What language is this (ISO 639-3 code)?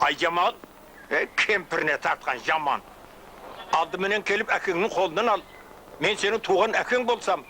kaa